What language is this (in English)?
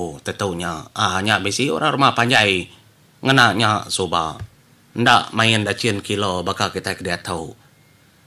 Iban